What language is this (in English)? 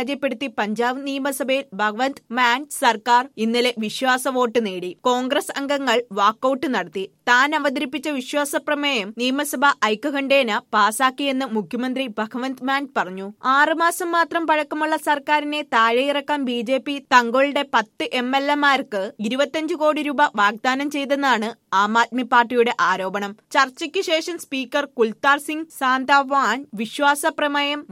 Malayalam